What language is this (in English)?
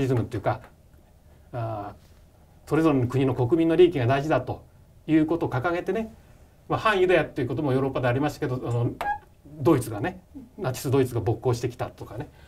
Japanese